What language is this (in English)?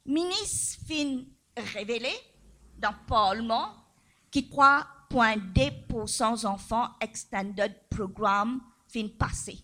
Morisyen